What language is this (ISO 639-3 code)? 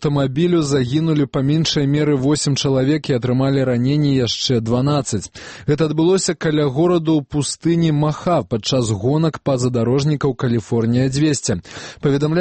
bel